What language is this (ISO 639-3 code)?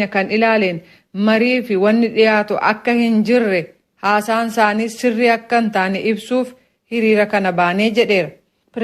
orm